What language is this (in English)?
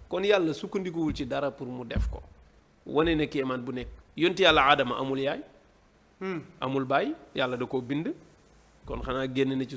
Wolof